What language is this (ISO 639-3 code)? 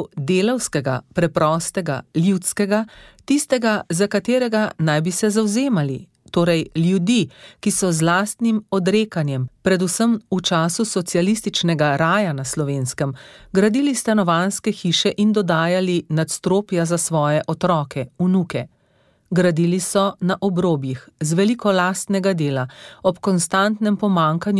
slv